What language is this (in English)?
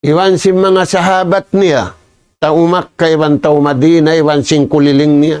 Tausug